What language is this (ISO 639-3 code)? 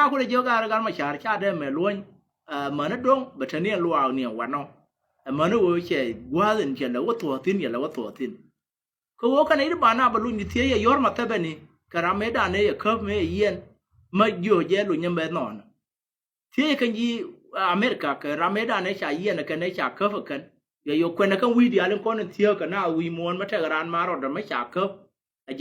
nus